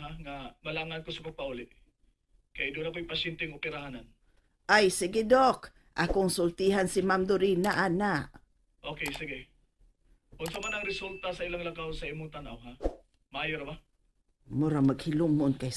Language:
Cebuano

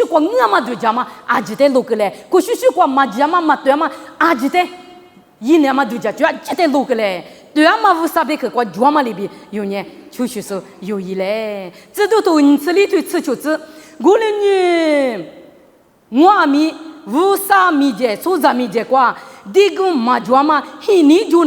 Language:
Lisu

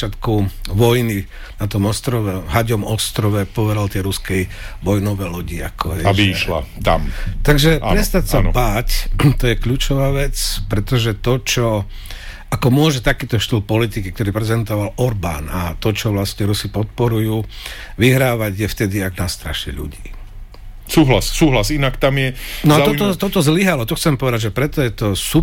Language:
Slovak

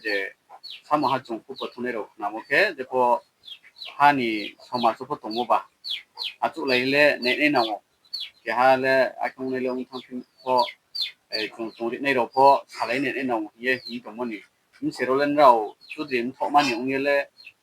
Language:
Riang (India)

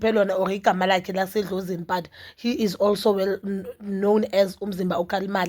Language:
Zulu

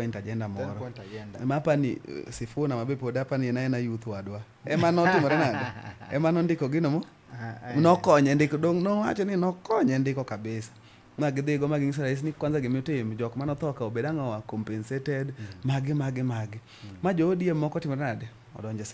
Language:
Luo (Kenya and Tanzania)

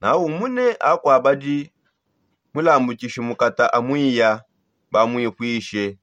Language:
Songe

